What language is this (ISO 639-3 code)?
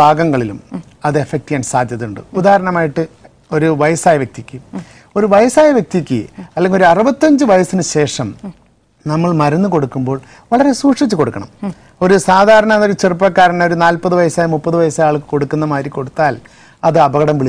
mal